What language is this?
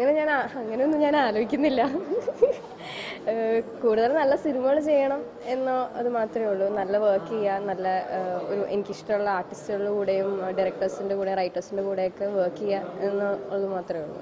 Malayalam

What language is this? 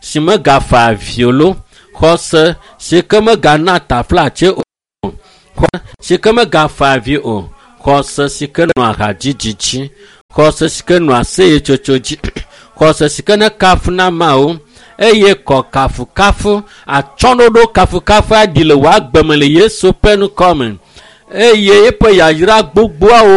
Ewe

